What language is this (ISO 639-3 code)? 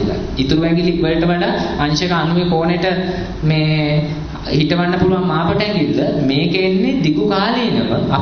sin